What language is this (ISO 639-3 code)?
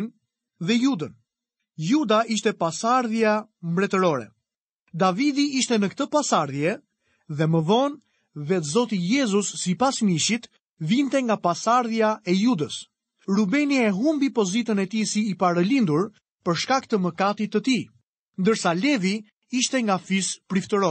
sqi